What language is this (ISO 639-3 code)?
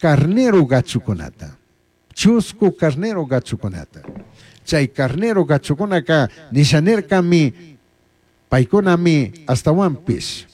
qug